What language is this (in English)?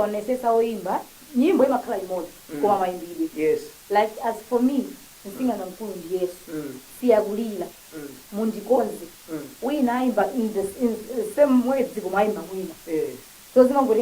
Nyanja